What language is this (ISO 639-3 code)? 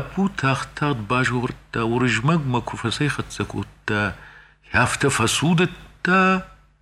oss